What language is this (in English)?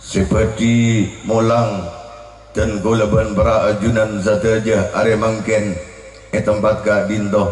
Madurese